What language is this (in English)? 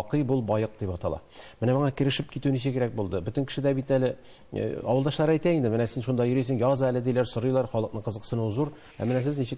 Tatar